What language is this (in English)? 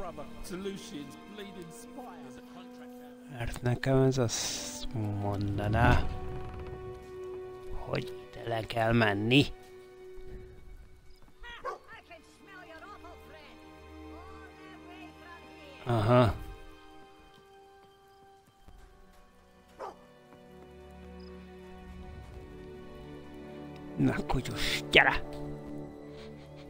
Hungarian